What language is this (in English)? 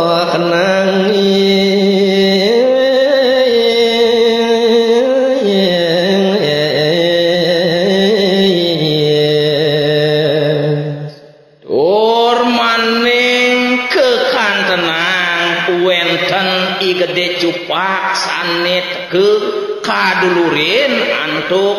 Balinese